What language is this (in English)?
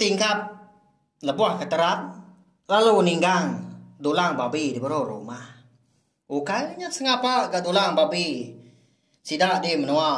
Iban